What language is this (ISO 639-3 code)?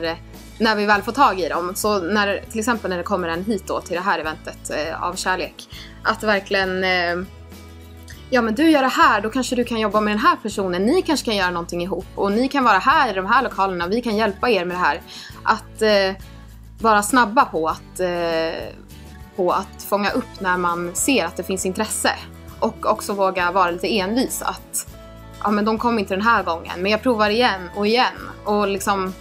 swe